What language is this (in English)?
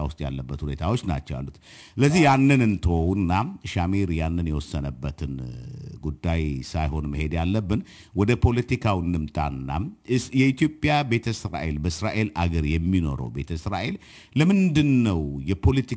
Amharic